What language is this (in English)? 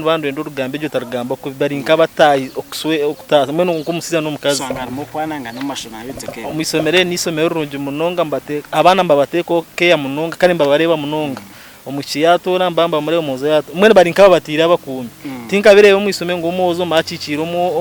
Nyankole